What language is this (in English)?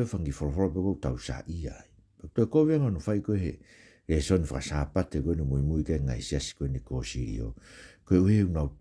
Tongan